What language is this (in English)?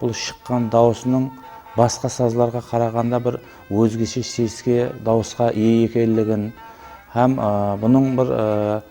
Kara-Kalpak